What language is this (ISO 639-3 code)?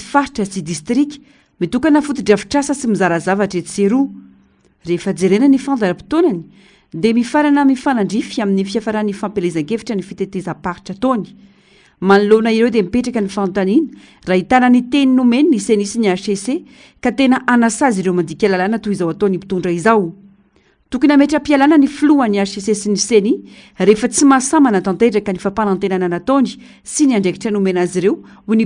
mlg